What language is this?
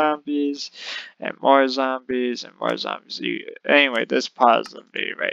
English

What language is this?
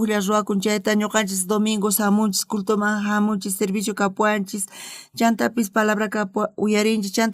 South Bolivian Quechua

